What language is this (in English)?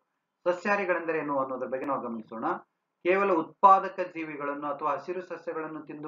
Kannada